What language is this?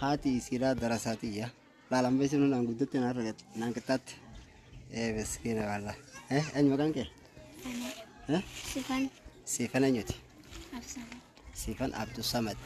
Oromo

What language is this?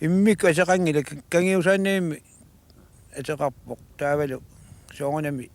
Kalaallisut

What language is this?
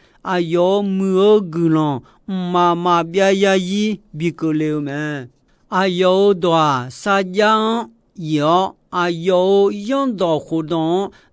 Akha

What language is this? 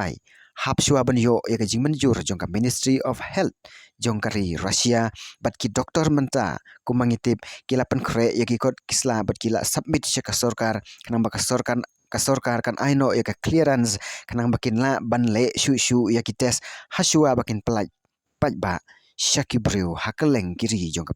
Khasi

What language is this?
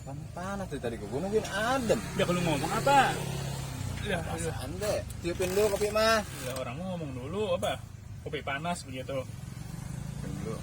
Betawi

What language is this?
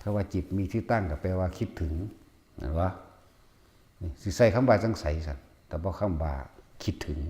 Northeastern Thai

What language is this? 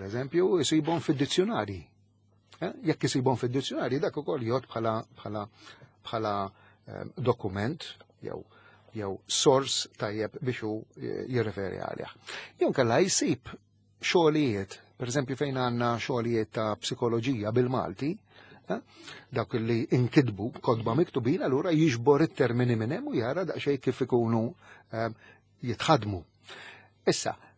Maltese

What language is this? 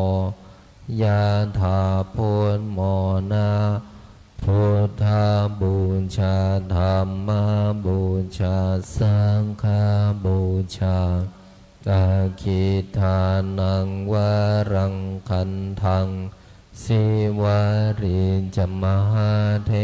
Pali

